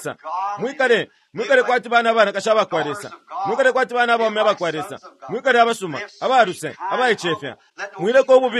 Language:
Bemba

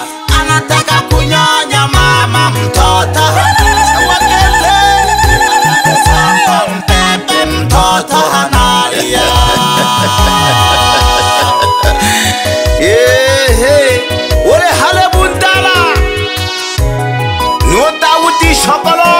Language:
Swahili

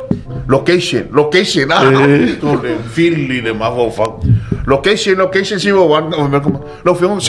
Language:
Samoan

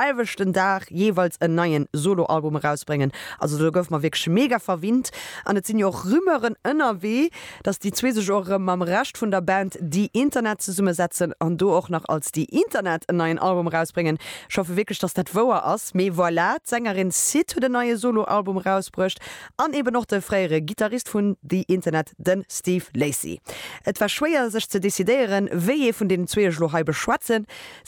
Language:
Luxembourgish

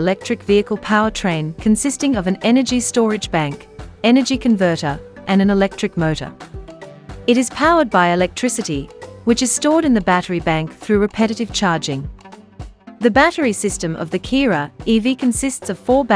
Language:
English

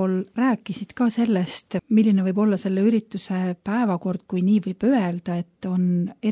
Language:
Estonian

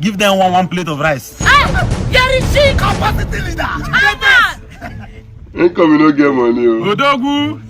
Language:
Nigerian Pidgin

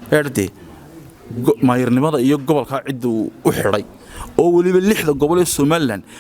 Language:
Somali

